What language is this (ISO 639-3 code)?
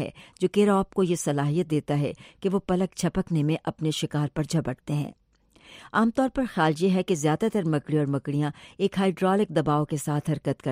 urd